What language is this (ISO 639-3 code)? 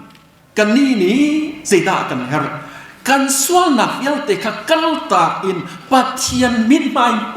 cnh